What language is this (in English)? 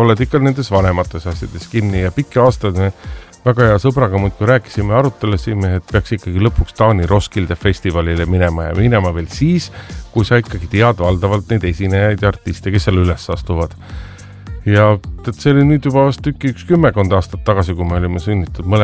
Estonian